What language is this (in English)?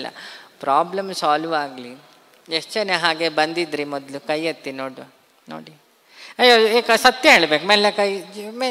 Kannada